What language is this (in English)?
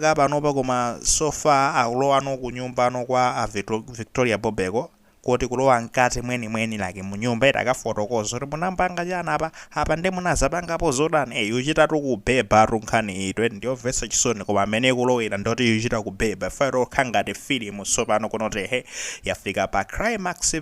Nyanja